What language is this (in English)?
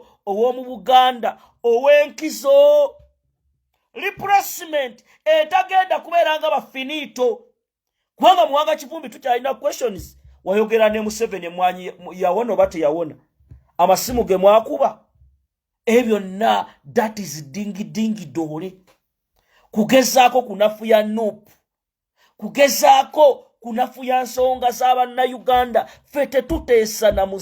Ganda